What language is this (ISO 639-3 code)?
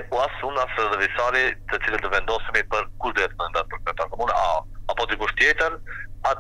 mkd